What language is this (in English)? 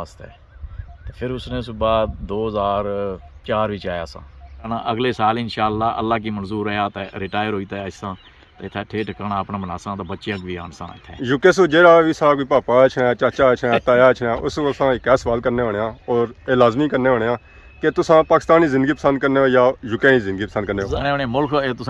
Pahari-Potwari